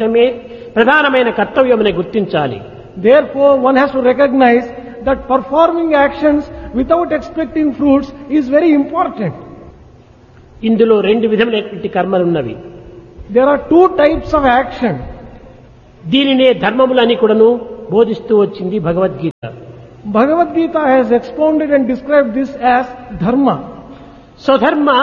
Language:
Telugu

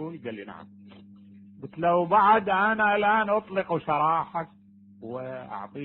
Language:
Mesopotamian Arabic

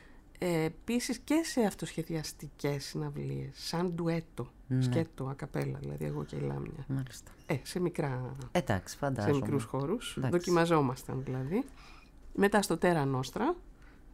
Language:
Greek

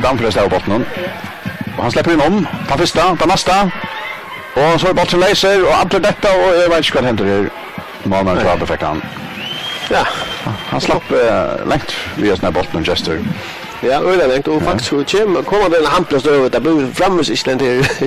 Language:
Faroese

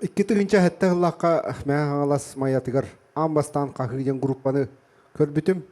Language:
Yakut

